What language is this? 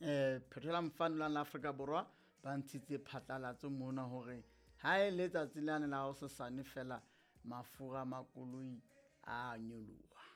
Southern Sotho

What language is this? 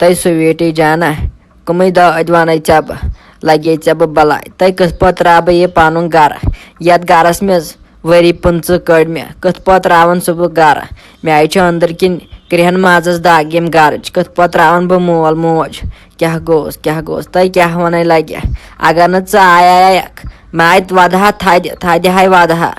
Kashmiri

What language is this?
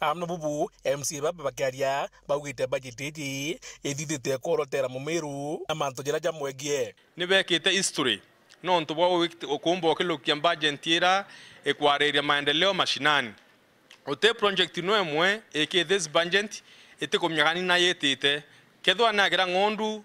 Meru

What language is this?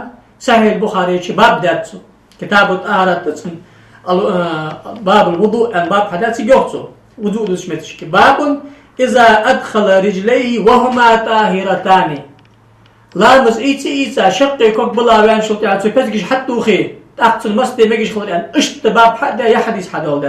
Ingush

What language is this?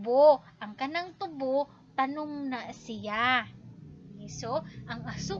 Cebuano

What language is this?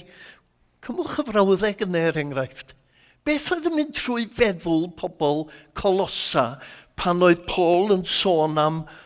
Welsh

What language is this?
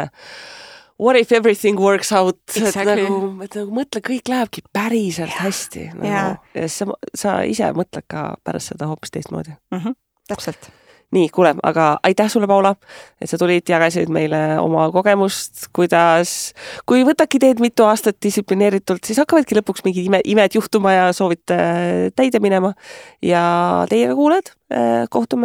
Estonian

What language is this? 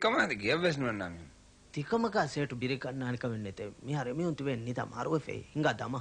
Divehi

